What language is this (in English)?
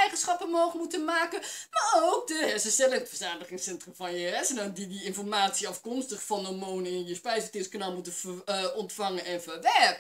Dutch